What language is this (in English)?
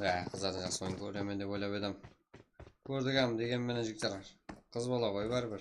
Kara-Kalpak